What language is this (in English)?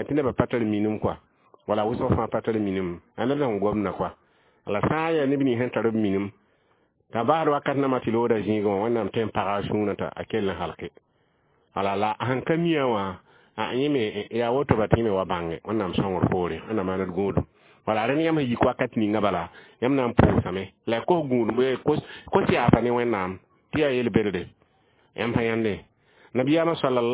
Mossi